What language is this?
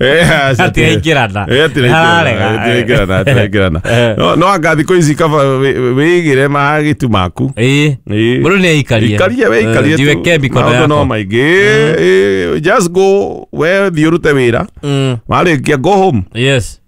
Kikuyu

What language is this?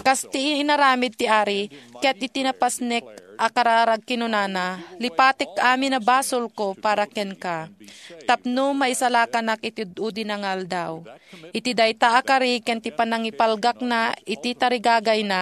Iloko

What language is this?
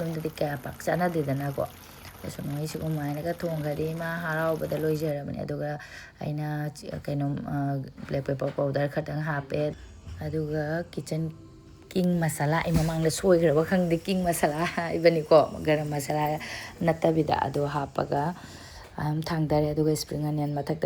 Manipuri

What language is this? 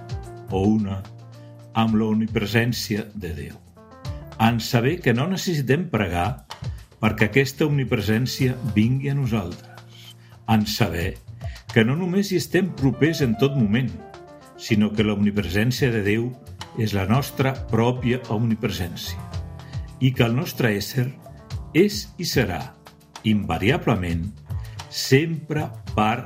Catalan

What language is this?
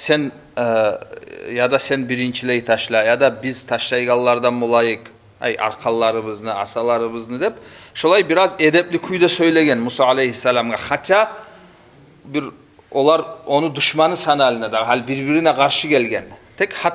Kumyk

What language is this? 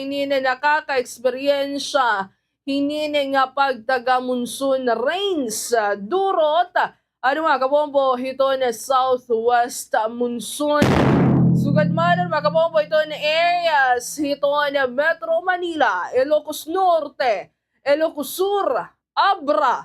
Waray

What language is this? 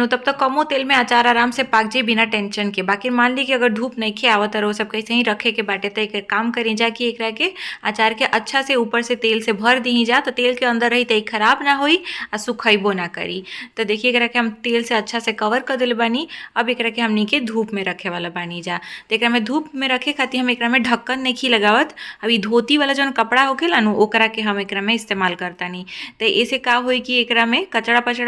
Bhojpuri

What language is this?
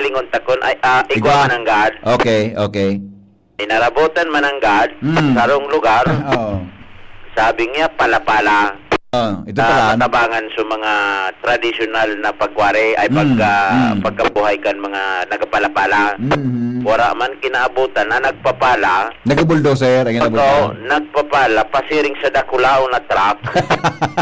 Bikol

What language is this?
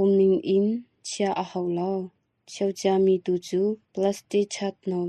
Hakha Chin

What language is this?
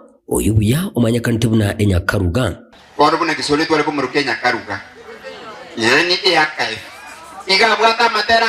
Gusii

